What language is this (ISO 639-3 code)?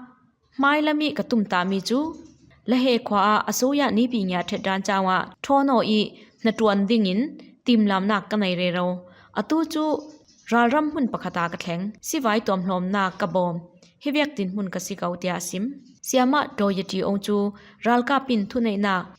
cfm